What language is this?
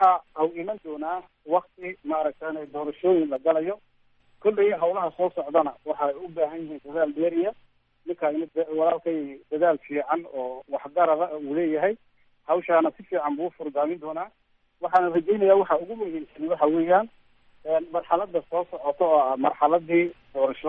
Somali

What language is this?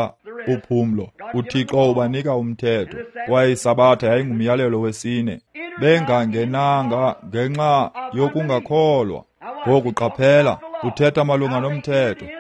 Xhosa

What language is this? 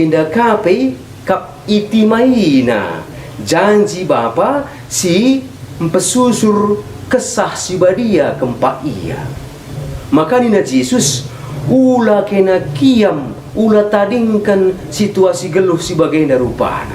Batak Karo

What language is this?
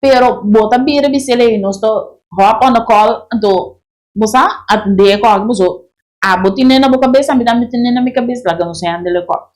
Papiamento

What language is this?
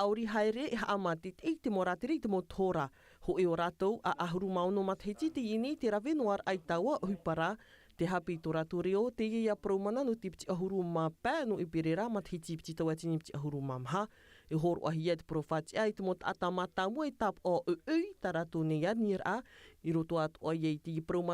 Tahitian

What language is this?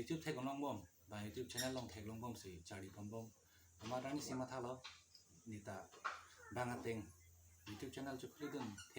Karbi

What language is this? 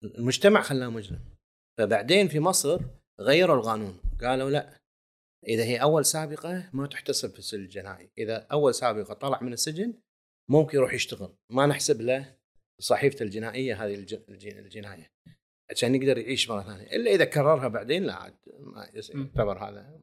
Gulf Arabic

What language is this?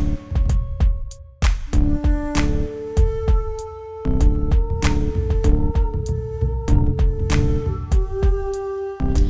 Czech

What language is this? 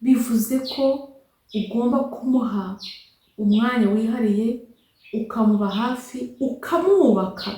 Kinyarwanda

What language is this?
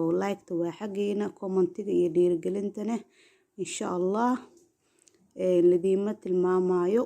Somali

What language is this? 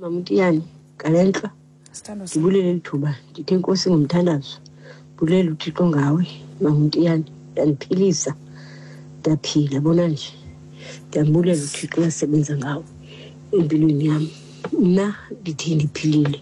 Xhosa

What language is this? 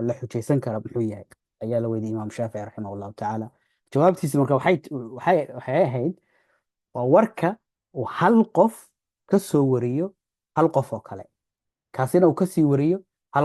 Somali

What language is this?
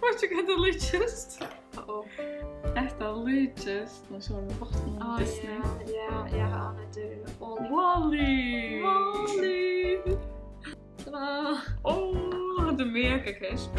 Faroese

